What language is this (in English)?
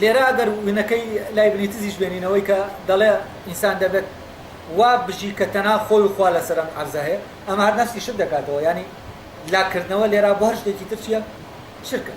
Central Kurdish